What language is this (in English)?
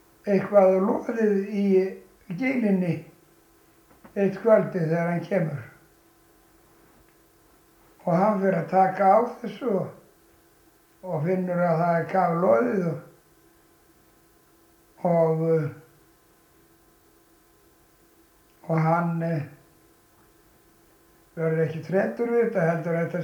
Icelandic